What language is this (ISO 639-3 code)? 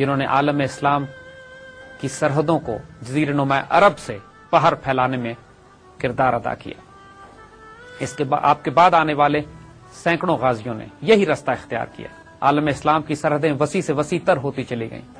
urd